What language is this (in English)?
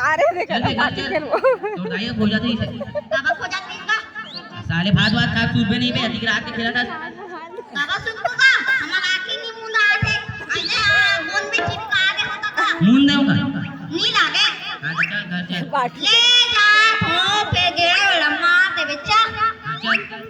Chhattisgarhi